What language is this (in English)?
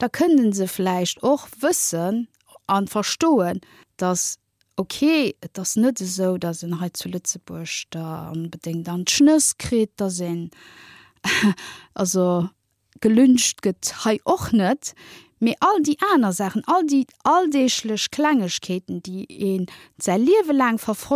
Luxembourgish